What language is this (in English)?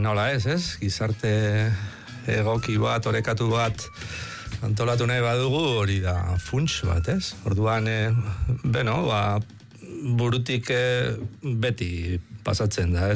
Basque